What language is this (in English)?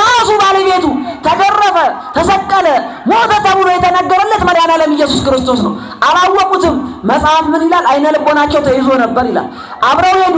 Amharic